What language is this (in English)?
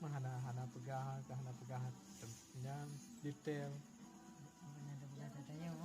Achinese